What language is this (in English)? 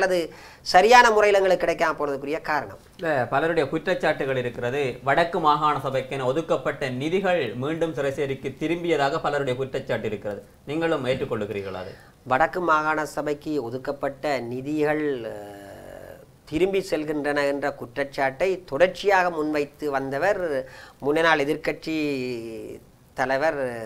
Tamil